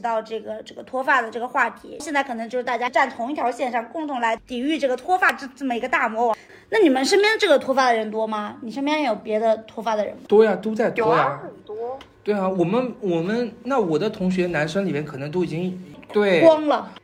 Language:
Chinese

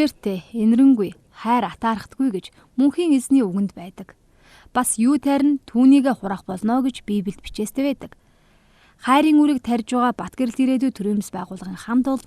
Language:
Mongolian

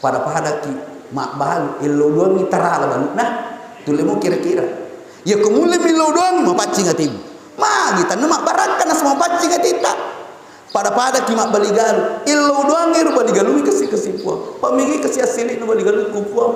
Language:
Buginese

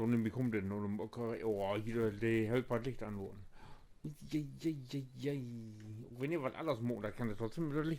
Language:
Low German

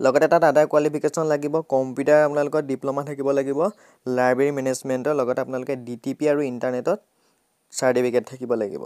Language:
Assamese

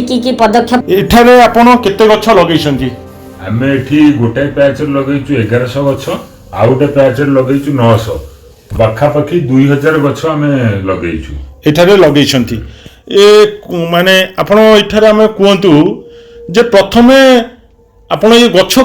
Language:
Odia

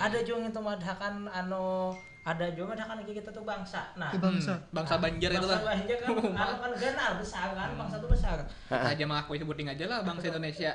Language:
Banjar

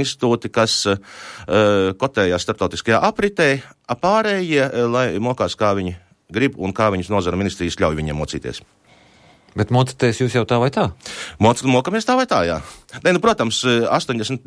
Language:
Latvian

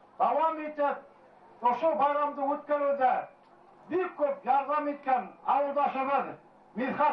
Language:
Bashkir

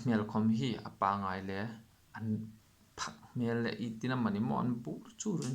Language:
Hmar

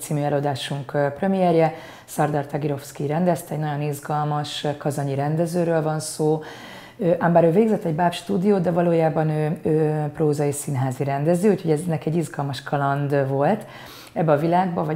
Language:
Hungarian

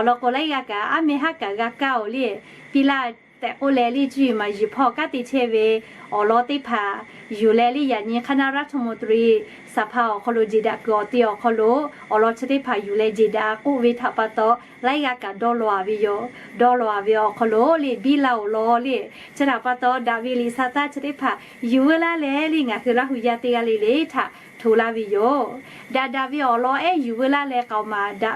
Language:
Lahu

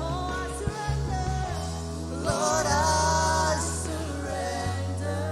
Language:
Marshallese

